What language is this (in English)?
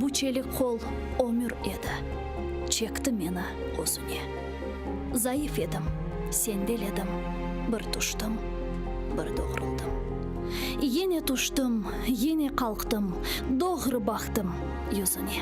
Crimean Tatar